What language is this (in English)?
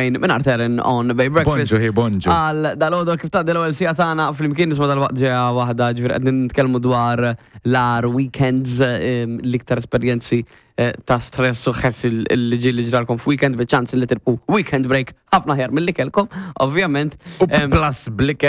Maltese